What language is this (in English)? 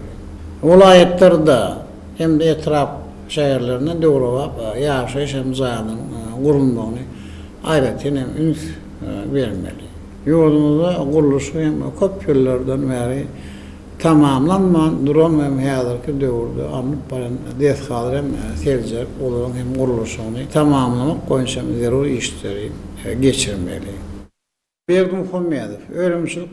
Turkmen